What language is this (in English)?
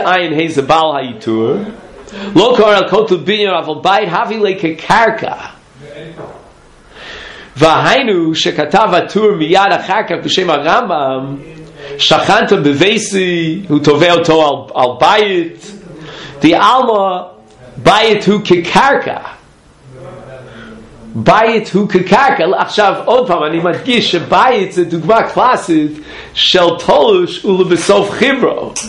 Hebrew